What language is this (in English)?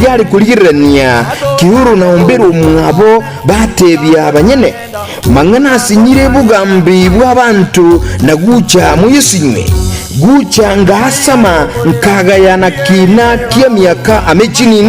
Gusii